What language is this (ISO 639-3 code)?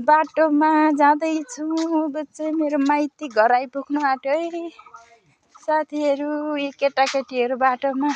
nep